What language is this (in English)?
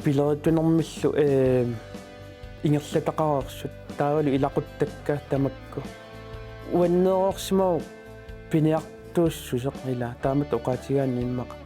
Kalaallisut